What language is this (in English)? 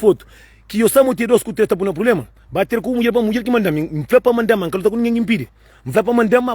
Kabuverdianu